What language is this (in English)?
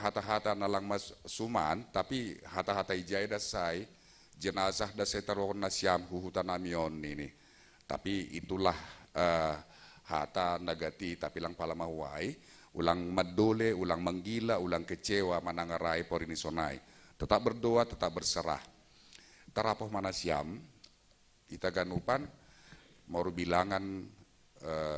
Batak Simalungun